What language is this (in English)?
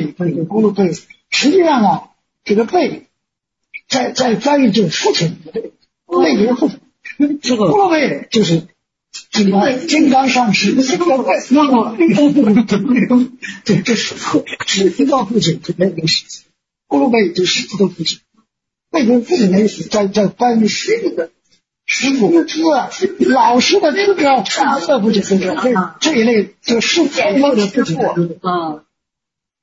Chinese